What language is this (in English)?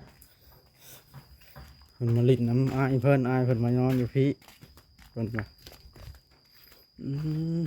Lao